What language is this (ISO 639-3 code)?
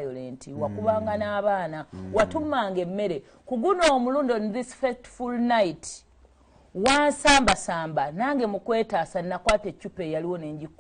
lug